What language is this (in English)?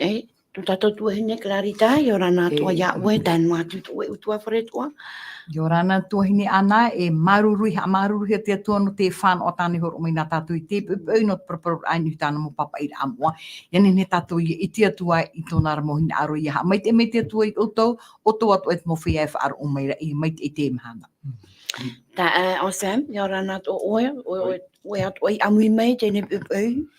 Tahitian